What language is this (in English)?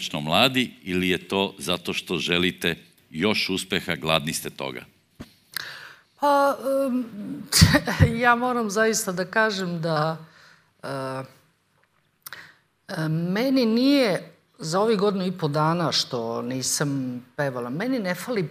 Serbian